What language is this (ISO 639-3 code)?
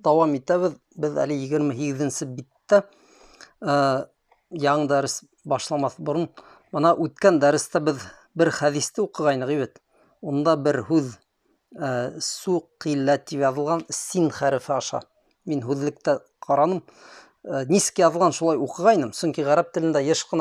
bak